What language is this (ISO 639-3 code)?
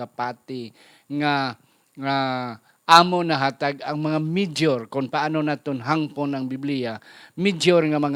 hil